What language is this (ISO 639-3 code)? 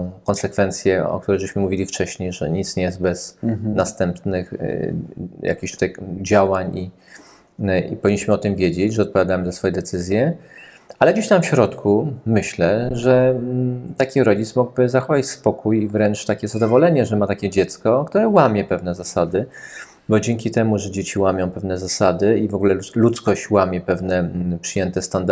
pol